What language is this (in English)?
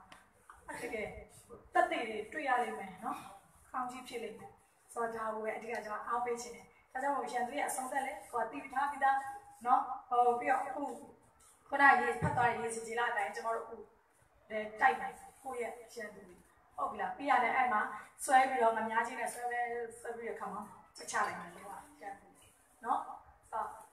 Burmese